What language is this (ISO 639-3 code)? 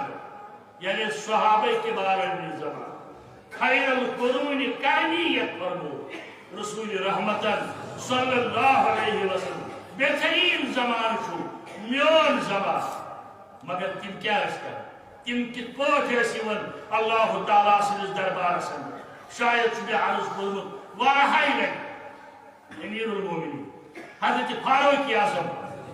kas